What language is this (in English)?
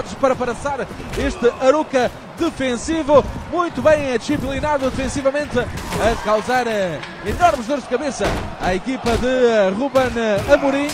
Portuguese